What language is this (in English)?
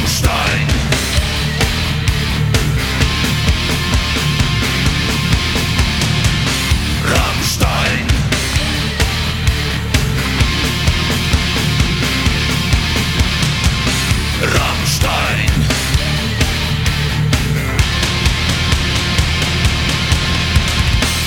German